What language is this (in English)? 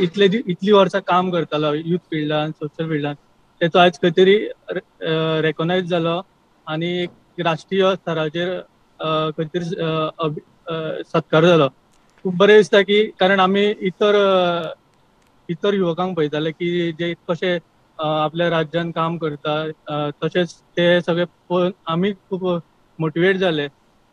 Konkani